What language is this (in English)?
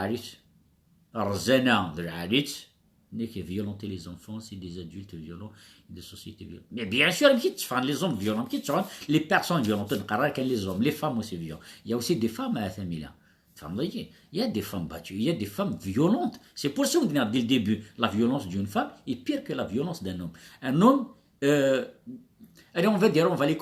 Kabyle